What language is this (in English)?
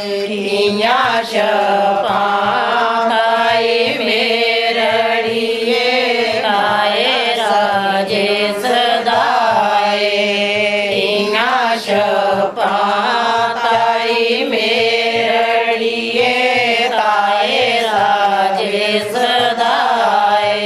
Dogri